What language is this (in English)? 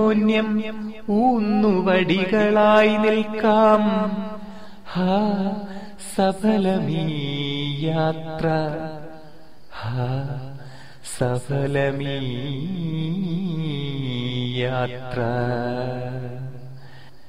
Malayalam